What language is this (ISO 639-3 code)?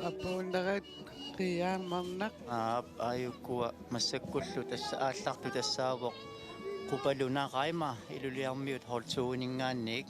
kal